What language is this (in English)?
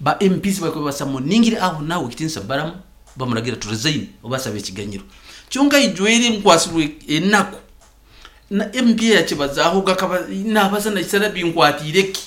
Nyankole